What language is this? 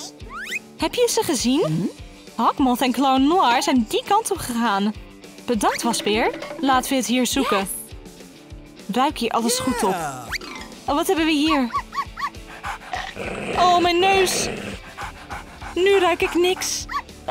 Dutch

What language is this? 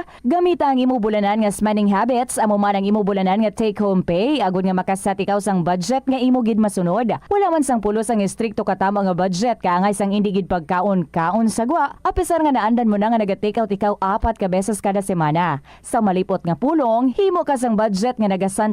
Hiligaynon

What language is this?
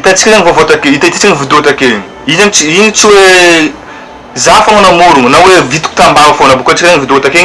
Malagasy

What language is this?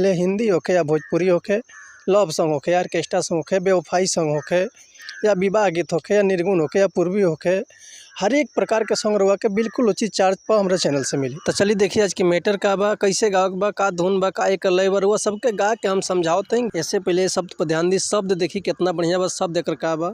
Bhojpuri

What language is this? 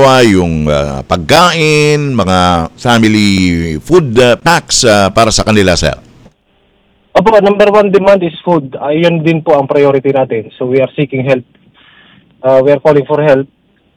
Filipino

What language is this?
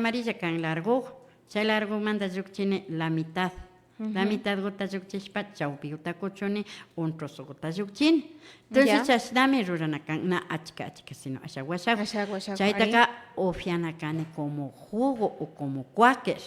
Imbabura Highland Quichua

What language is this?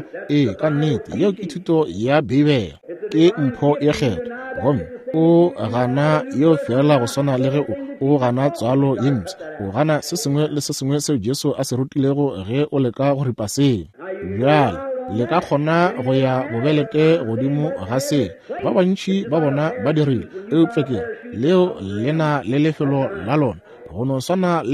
Northern Sotho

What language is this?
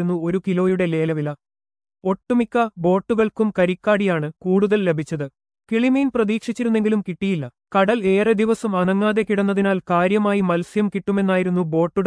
Malayalam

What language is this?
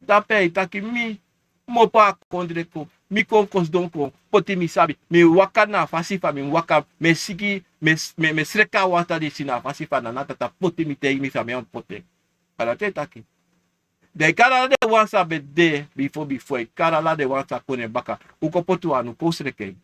Sranan Tongo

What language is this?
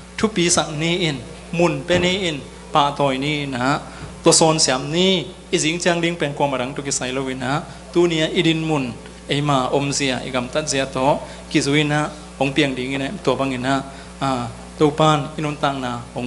Tedim Chin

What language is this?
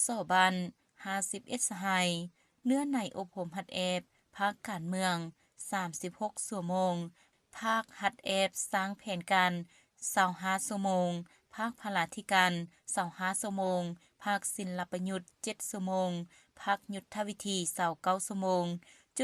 Lao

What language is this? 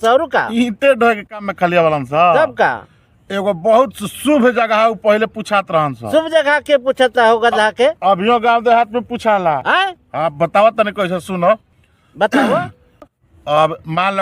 Bhojpuri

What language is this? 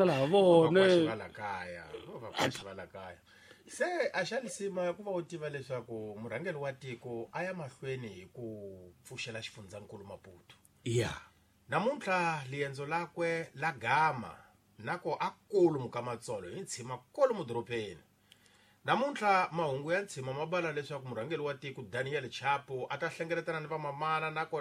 Tsonga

